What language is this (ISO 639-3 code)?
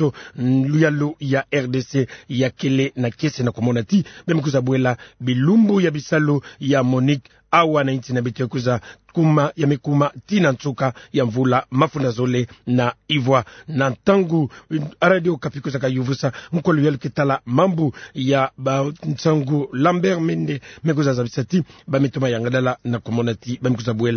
ktu